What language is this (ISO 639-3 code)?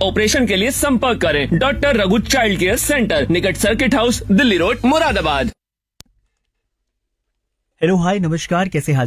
hin